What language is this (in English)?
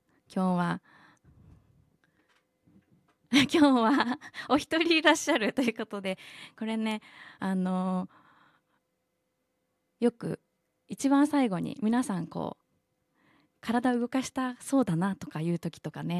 Japanese